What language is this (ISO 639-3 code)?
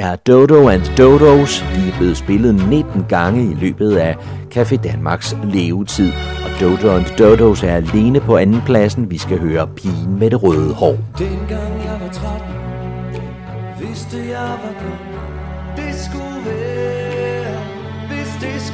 dan